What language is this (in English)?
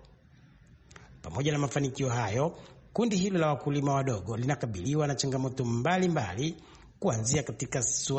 Swahili